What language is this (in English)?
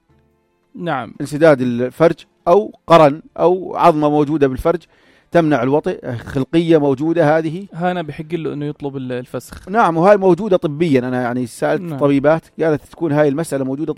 North Levantine Arabic